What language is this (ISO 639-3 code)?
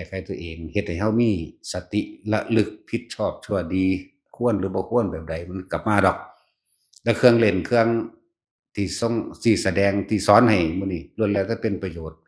tts